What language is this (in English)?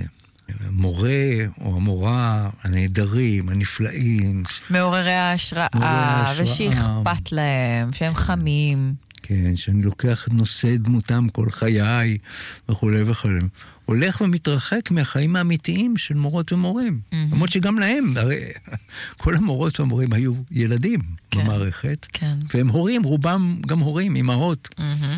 Hebrew